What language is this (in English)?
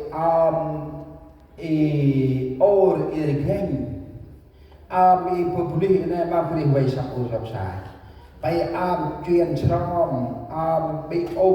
Central Mnong